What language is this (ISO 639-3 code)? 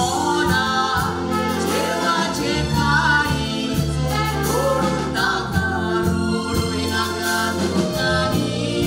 kok